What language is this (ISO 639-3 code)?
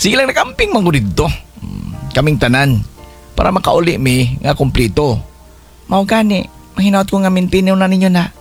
ceb